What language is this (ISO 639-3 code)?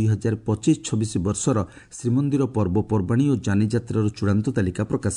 ori